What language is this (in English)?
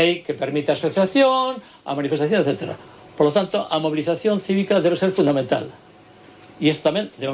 Galician